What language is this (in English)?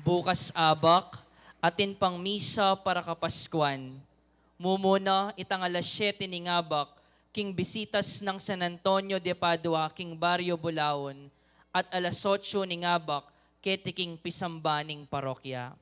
Pampanga